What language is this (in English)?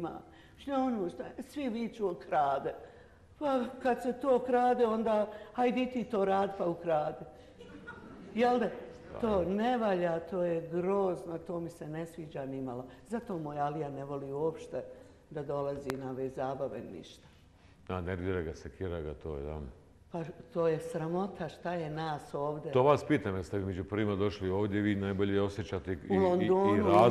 Bosnian